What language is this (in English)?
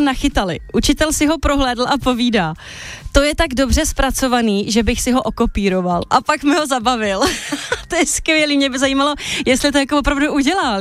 Czech